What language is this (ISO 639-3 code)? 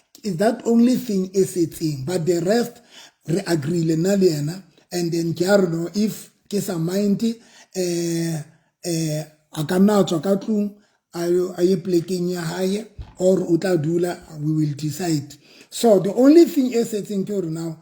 sot